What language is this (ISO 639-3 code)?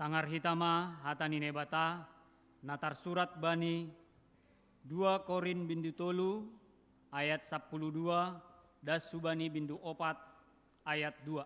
bts